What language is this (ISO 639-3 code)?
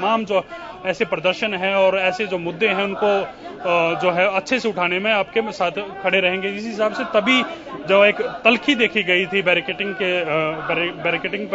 hin